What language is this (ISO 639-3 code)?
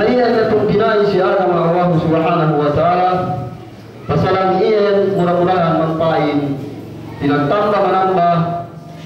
yka